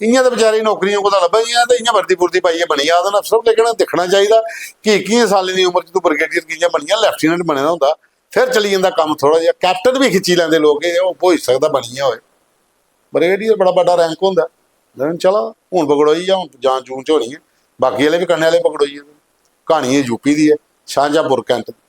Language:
Dogri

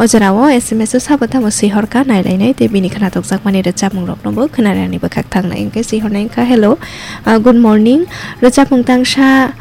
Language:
Kok Borok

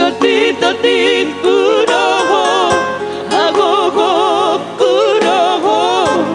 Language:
Batak Toba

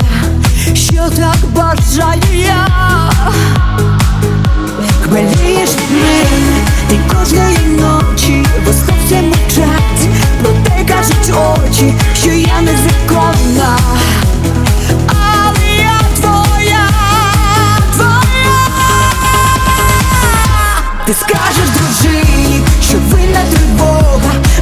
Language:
Ukrainian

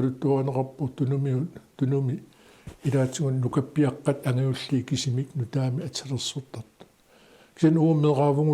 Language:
Kalaallisut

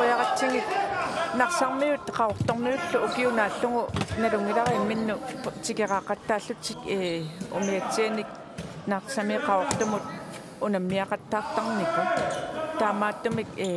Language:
Kalaallisut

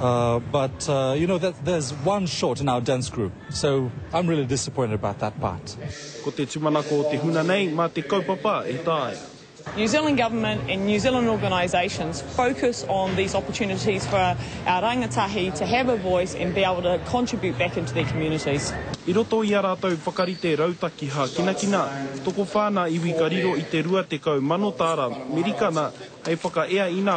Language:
Māori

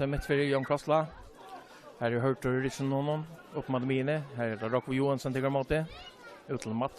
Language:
Faroese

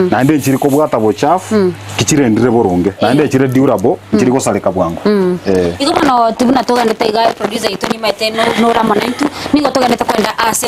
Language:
Gusii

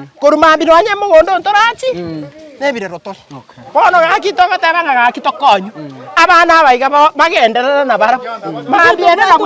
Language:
Gusii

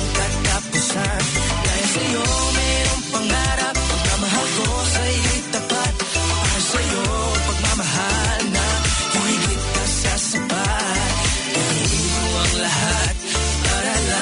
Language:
Filipino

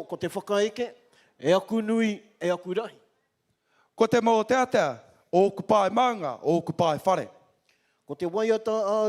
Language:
Māori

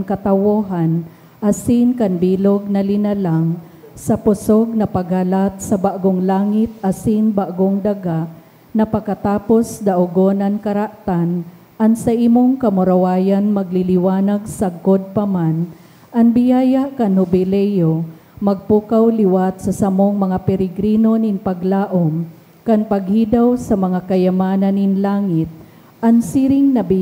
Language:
Bikol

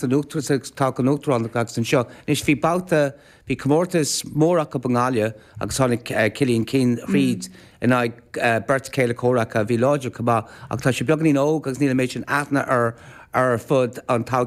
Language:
Irish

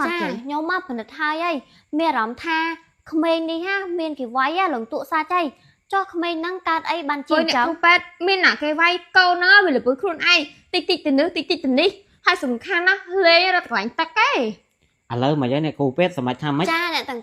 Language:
Khmer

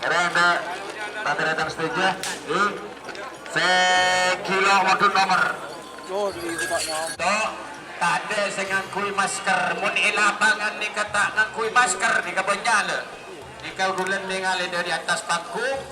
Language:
Madurese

